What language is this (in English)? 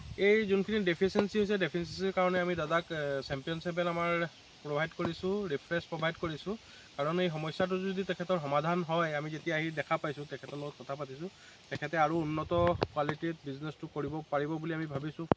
Assamese